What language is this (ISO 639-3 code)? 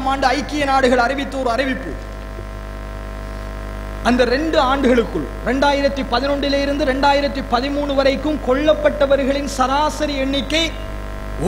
tam